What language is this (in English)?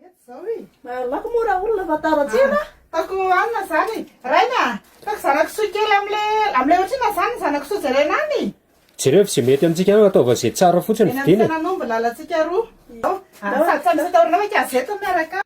Malagasy